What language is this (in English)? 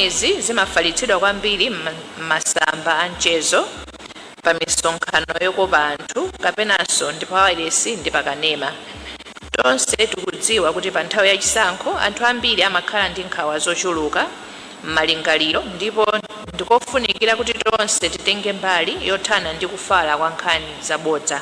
Nyanja